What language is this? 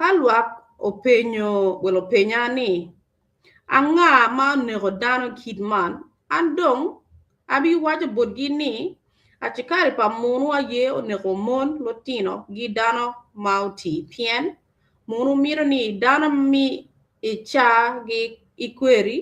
Acoli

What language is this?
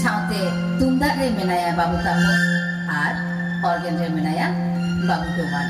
Santali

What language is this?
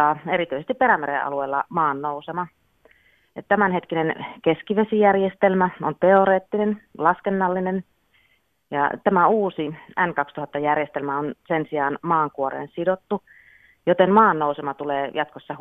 Finnish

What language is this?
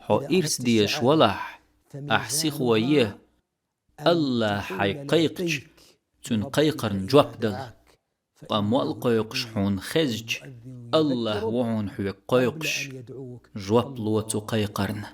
Chechen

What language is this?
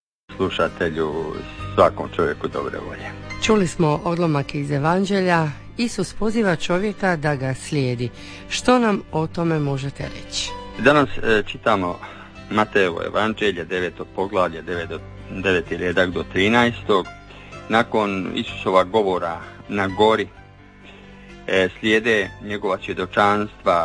Croatian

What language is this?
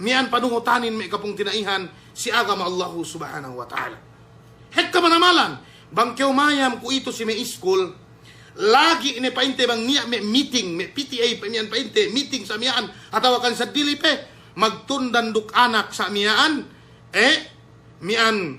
Yakan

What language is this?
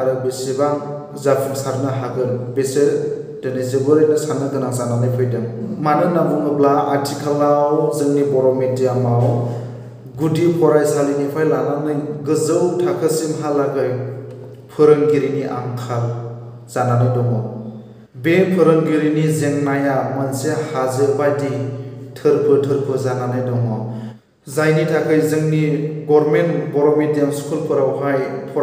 Bodo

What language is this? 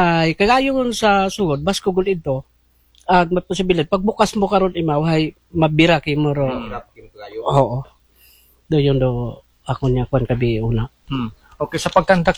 Aklanon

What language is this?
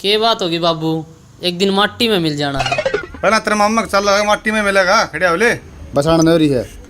Haryanvi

